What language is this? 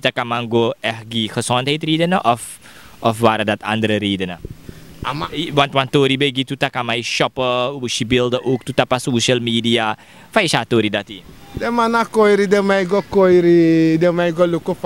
Sranan Tongo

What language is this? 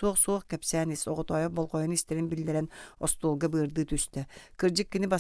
Yakut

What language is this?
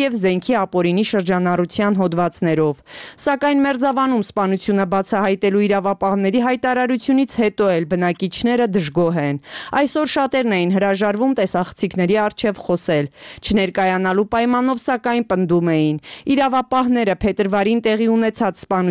Armenian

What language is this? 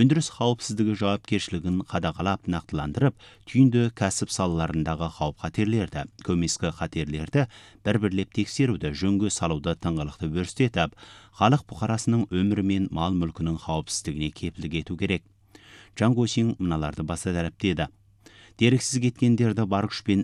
Kazakh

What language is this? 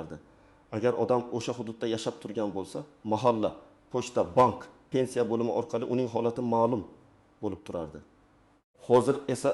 Uzbek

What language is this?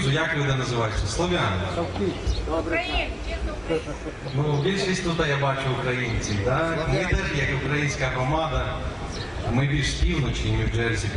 Ukrainian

